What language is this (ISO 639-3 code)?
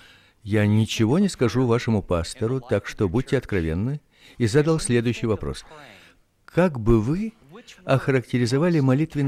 rus